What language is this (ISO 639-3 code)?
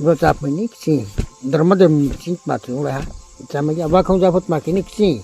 ria